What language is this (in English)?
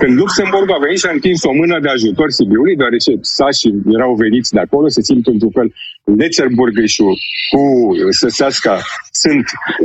Romanian